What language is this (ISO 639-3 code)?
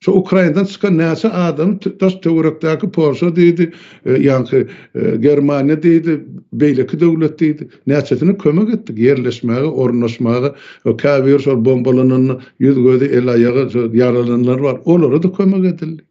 tuk